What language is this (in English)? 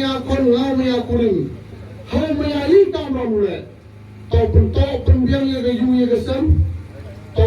Khasi